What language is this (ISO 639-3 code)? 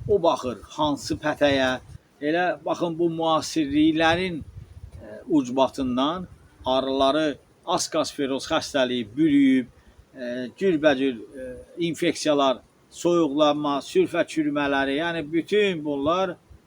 aze